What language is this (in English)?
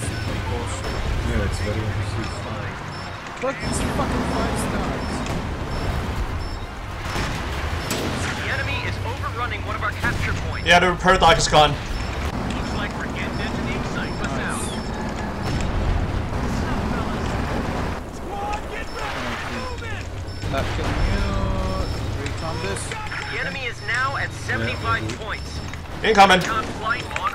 English